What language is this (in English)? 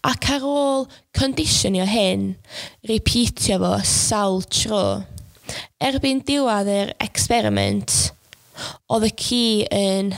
Welsh